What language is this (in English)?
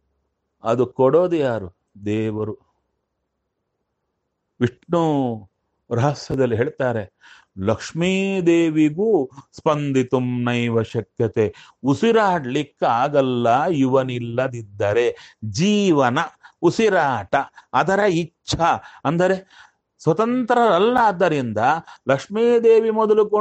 Kannada